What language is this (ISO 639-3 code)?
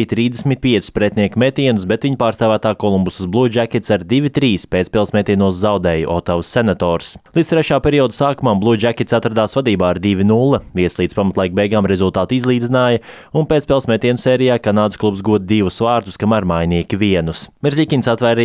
lav